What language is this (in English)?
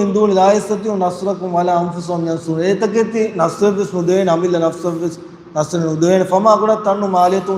Divehi